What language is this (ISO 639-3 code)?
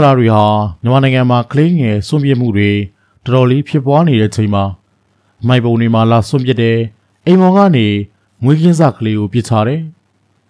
mya